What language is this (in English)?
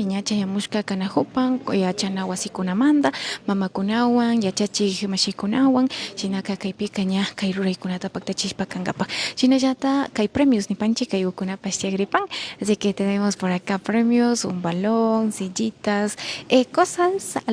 Imbabura Highland Quichua